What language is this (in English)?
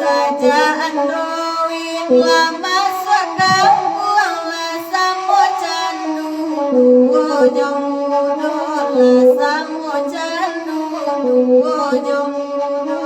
Minangkabau